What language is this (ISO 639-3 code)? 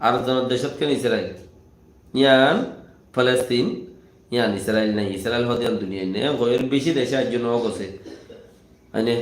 rhg